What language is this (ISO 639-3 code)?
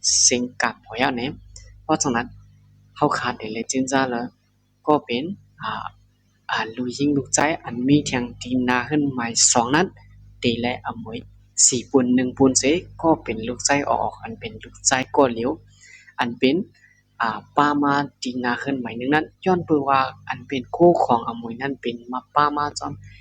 shn